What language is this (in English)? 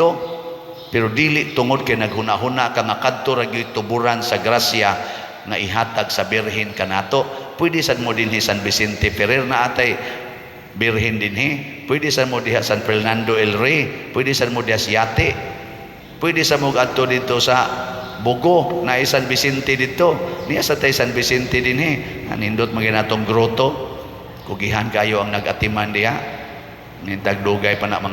Cebuano